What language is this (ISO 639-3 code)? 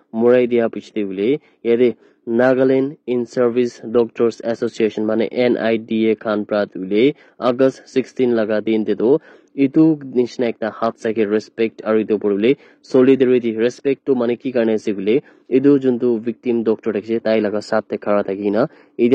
nag